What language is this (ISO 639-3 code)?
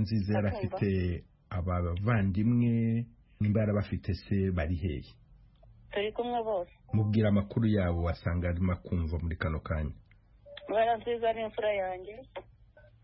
kin